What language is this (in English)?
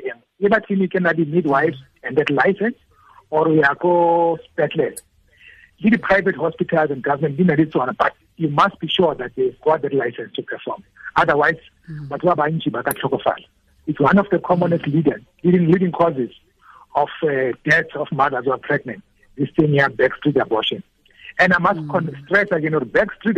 Tswana